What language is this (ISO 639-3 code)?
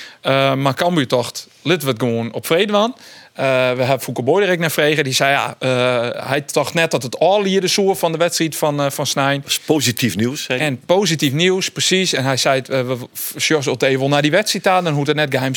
fry